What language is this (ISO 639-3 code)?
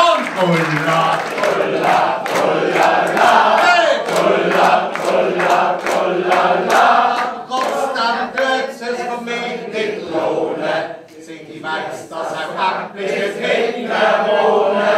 gsw